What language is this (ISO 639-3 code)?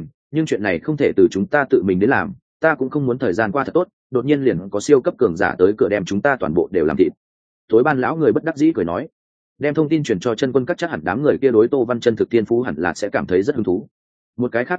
vie